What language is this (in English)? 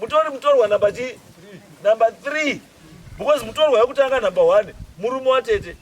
Shona